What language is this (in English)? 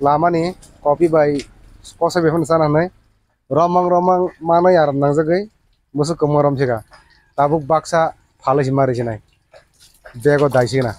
Kok Borok